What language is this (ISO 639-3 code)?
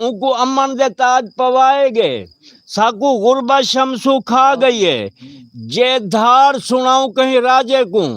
skr